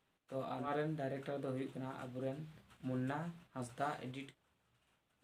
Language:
Santali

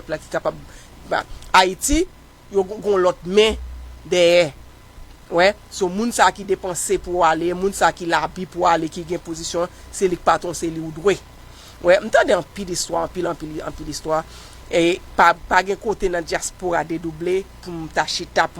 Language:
Haitian Creole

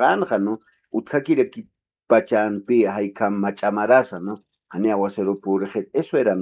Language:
Aymara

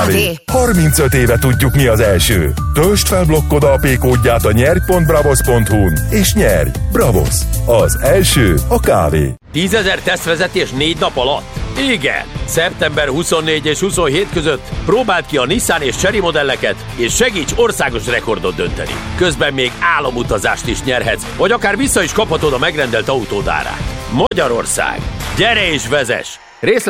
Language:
Hungarian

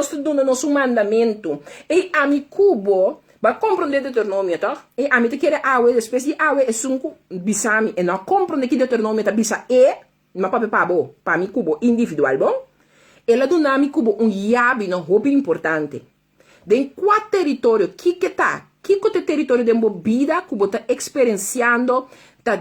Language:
Papiamento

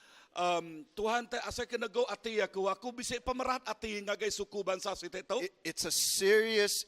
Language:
Iban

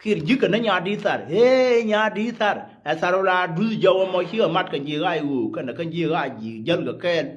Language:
Nuer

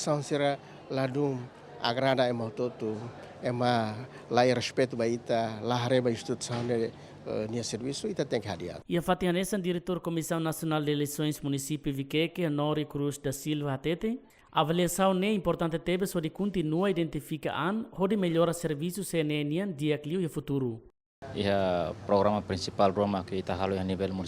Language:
Tetum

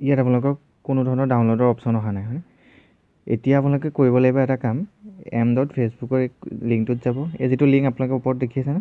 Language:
Assamese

